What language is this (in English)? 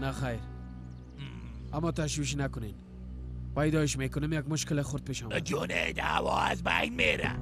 Persian